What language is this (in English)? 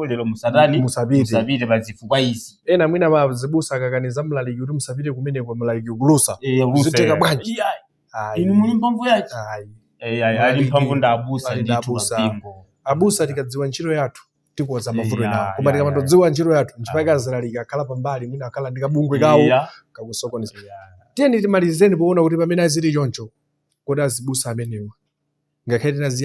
Nyanja